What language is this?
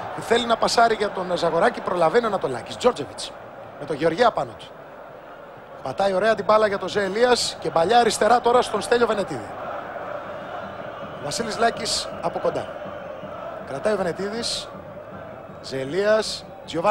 Greek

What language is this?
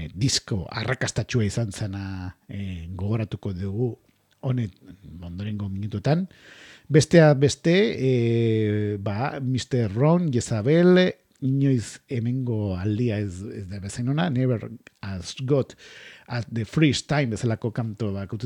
Basque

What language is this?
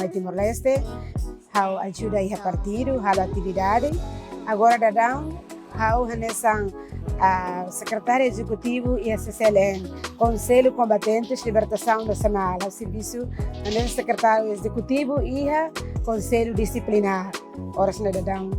Tetum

